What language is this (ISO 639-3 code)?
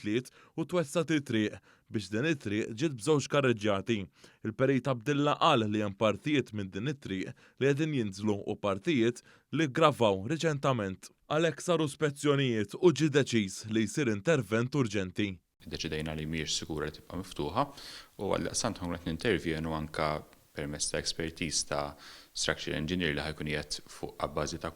mlt